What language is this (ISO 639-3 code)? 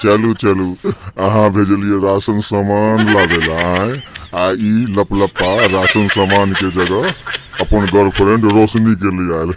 mai